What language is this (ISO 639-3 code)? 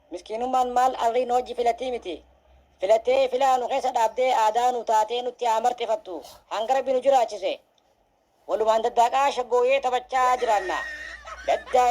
orm